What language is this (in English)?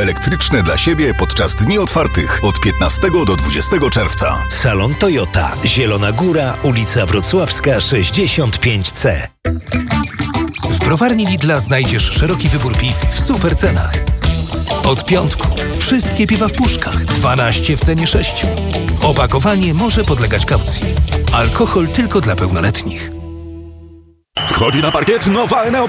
Polish